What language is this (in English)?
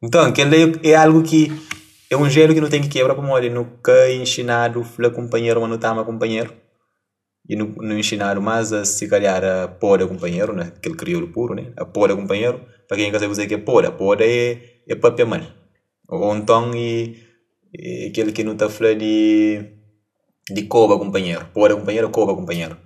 Kabuverdianu